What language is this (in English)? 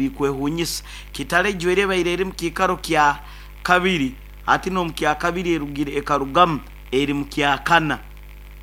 Nyoro